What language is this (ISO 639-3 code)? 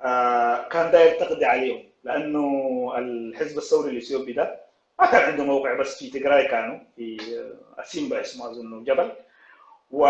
apd